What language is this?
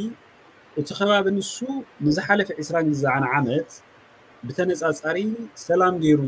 Tigrinya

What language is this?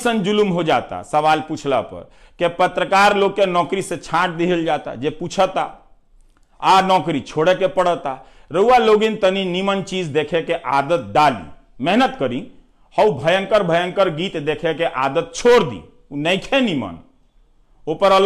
Bhojpuri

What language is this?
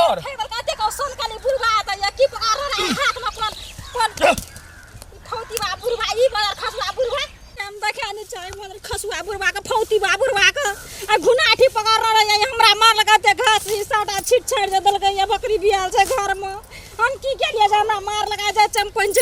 Maithili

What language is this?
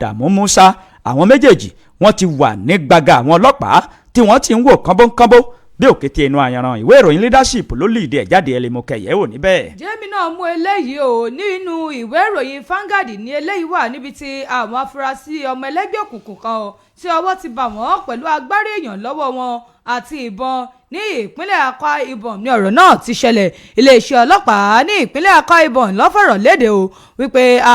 Yoruba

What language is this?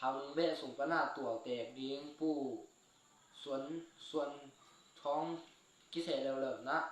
Tedim Chin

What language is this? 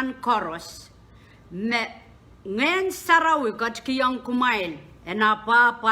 Pohnpeian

